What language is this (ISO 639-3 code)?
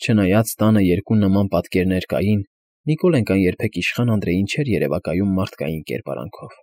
hye